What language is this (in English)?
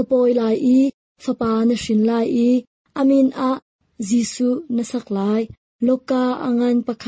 Hakha Chin